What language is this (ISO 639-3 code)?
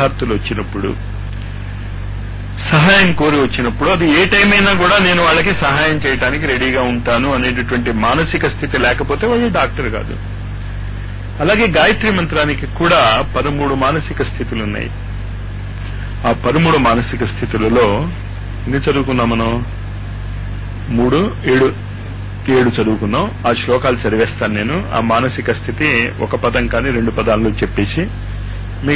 tel